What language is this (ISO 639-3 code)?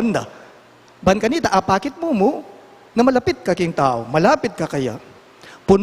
pam